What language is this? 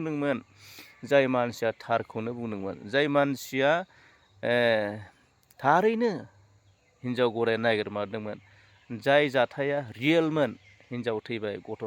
Bodo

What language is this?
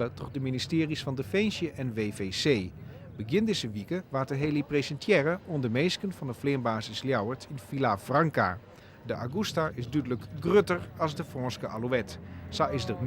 Western Frisian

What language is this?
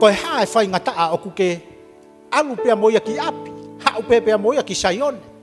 Tongan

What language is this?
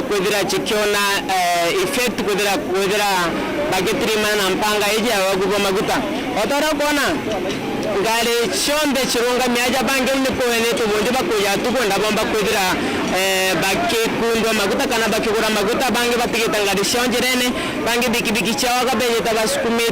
Meru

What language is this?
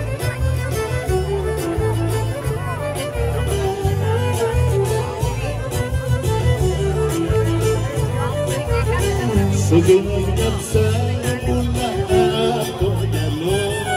Greek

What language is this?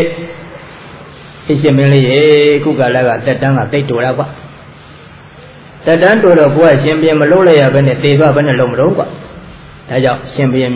Burmese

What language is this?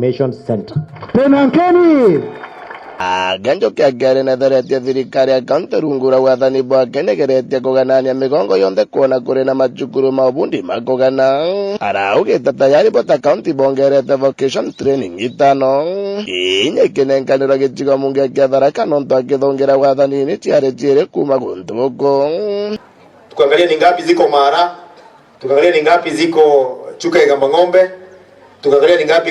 Meru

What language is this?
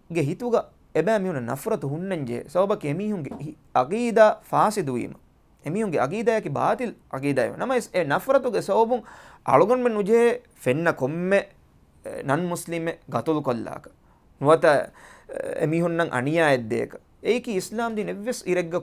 Divehi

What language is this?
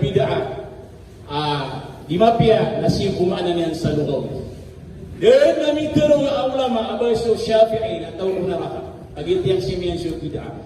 Maranao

